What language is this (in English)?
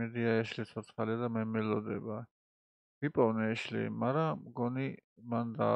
Georgian